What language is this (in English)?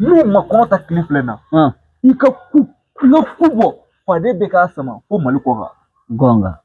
Bambara